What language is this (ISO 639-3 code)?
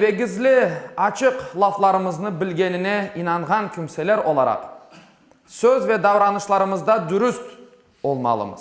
crh